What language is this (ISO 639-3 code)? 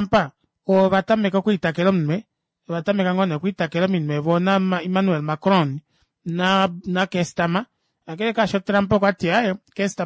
kua